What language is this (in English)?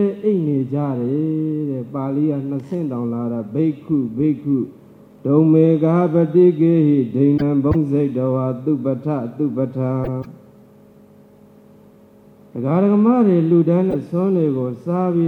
Burmese